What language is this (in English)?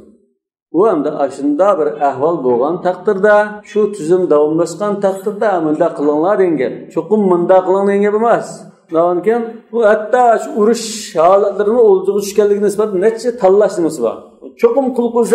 Uyghur